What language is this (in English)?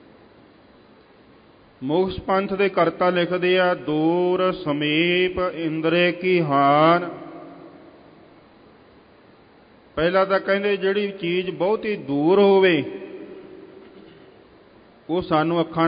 Punjabi